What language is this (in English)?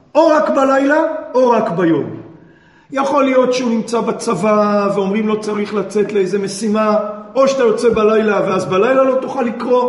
Hebrew